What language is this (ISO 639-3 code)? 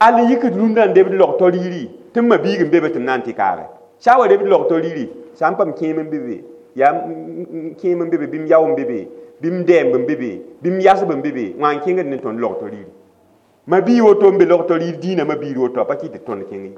mos